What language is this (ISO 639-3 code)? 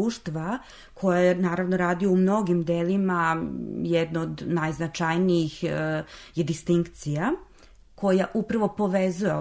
srp